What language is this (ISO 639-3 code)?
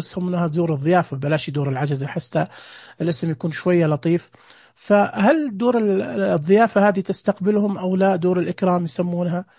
ars